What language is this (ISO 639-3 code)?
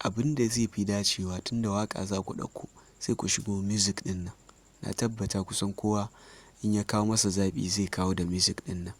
hau